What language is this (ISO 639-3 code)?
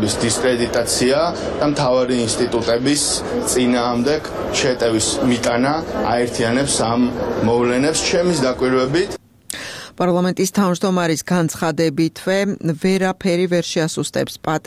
kat